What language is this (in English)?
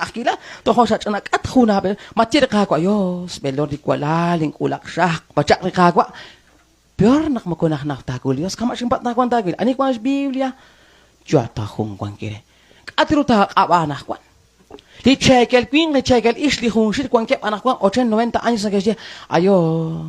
Kekchí